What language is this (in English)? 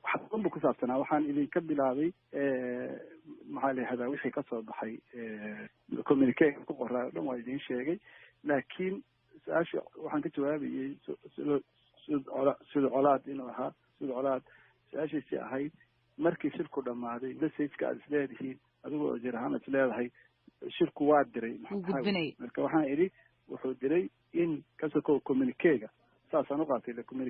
Somali